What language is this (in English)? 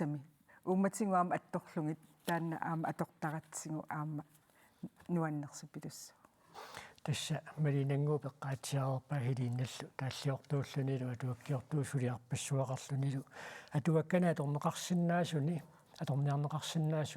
Kalaallisut